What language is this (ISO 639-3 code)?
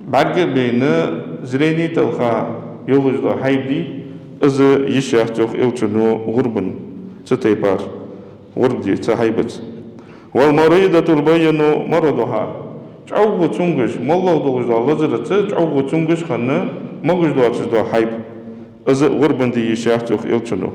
inh